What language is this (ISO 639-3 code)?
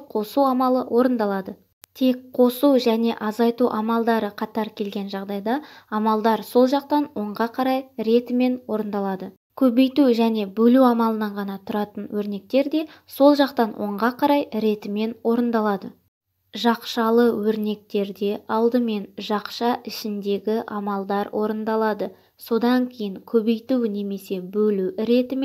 kaz